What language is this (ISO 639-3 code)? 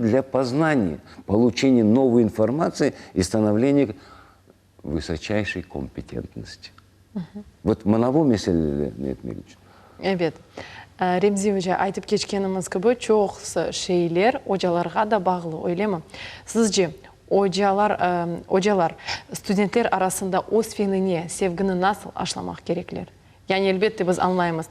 crh